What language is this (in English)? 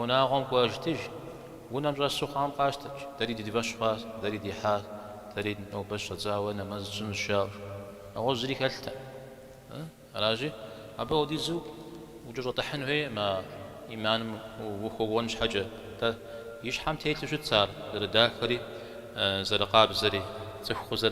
Kabardian